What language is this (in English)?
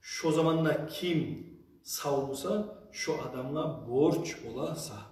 Kumyk